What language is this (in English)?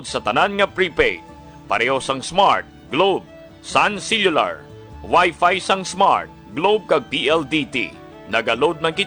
Hiligaynon